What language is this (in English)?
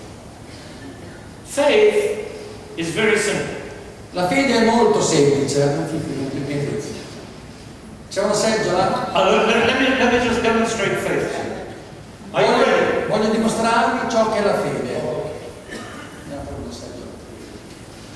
Italian